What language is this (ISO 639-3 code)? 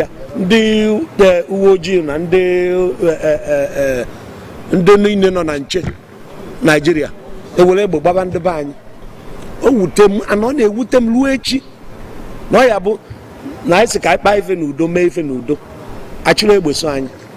ibo